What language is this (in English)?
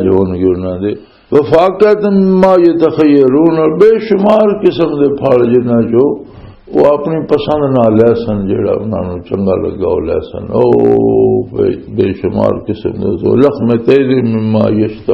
Western Panjabi